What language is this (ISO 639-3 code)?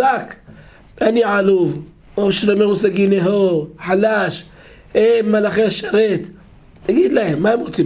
heb